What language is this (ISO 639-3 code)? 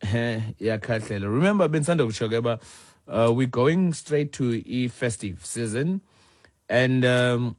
xho